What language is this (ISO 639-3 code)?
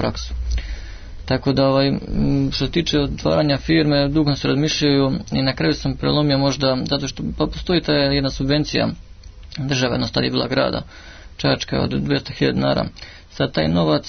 srp